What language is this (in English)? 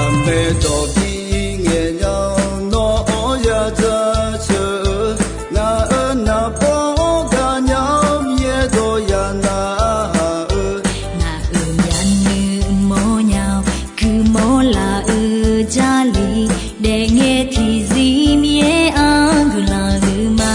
Akha